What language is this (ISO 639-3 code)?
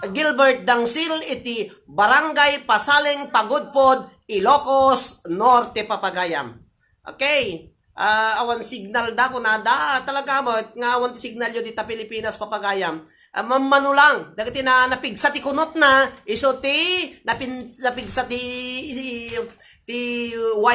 ilo